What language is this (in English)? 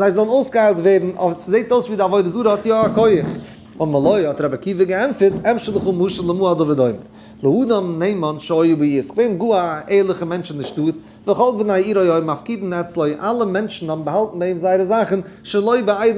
Yiddish